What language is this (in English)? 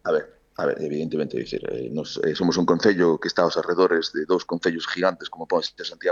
Galician